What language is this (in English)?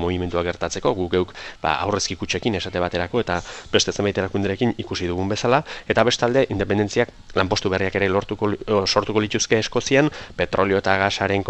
Basque